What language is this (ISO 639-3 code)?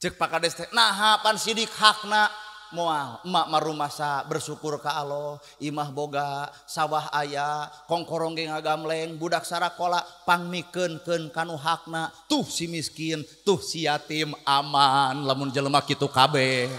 sun